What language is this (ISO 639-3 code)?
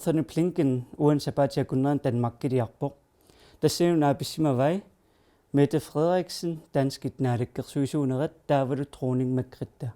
kal